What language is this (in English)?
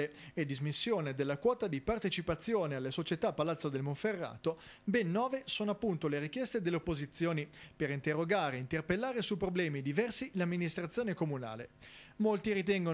Italian